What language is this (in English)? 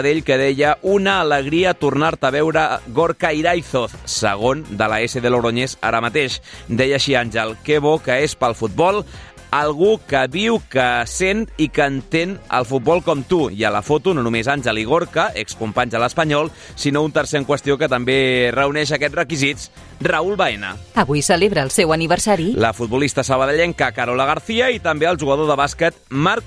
Catalan